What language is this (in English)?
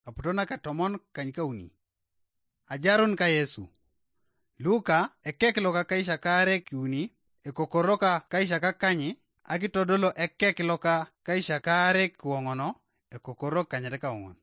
Teso